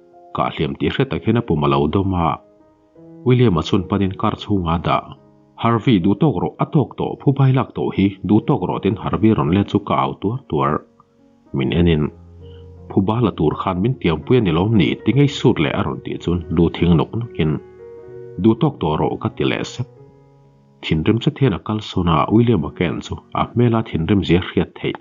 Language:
Mizo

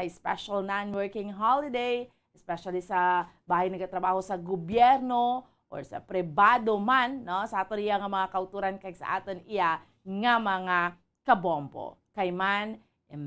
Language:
Hiligaynon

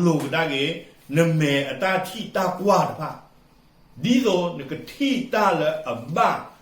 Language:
S'gaw Karen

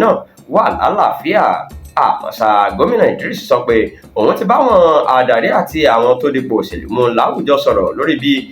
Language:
Yoruba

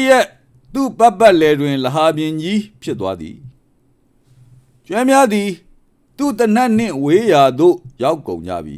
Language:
Burmese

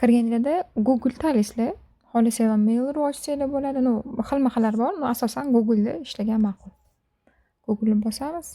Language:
Uzbek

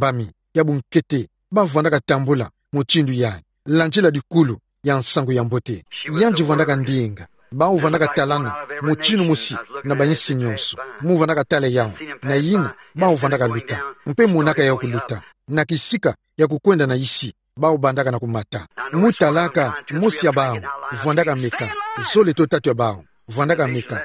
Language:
Kituba (Democratic Republic of Congo)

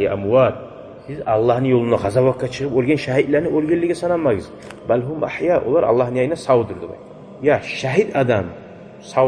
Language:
Kumyk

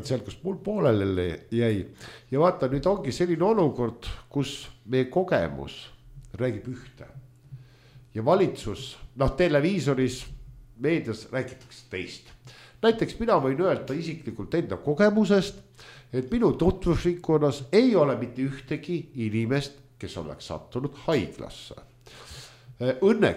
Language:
Estonian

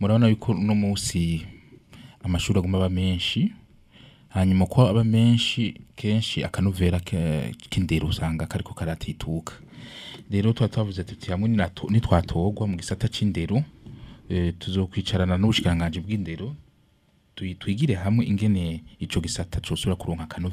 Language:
Rundi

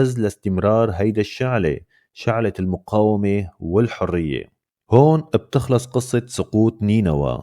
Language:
North Levantine Arabic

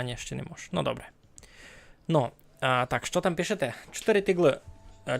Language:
Rusyn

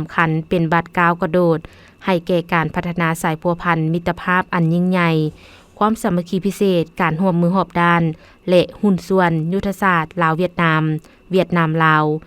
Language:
Lao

